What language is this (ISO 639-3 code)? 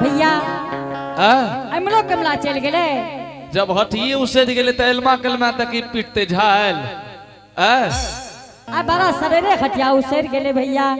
anp